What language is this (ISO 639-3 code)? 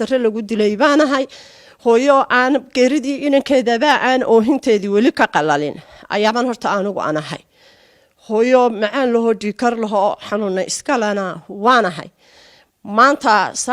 som